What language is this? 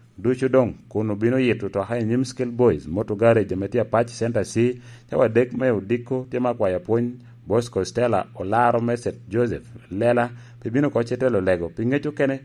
Lango (Uganda)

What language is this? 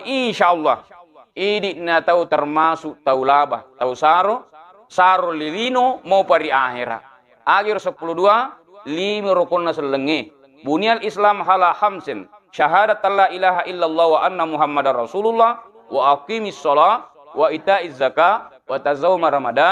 Buginese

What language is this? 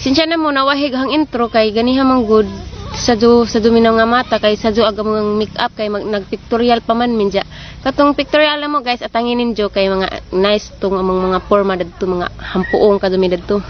Cebuano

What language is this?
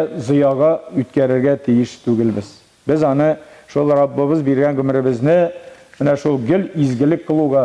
Tatar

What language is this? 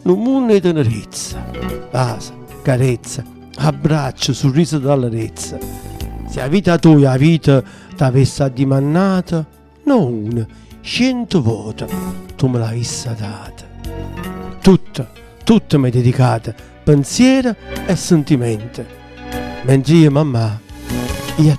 Neapolitan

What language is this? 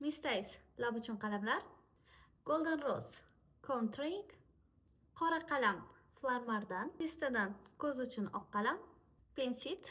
Uzbek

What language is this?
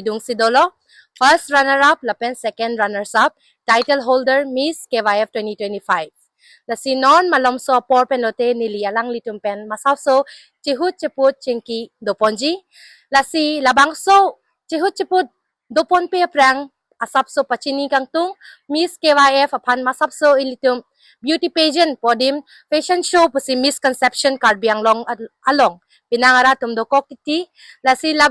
Karbi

